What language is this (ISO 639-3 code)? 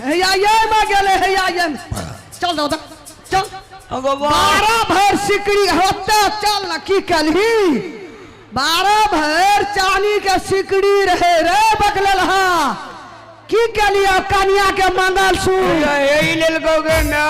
mai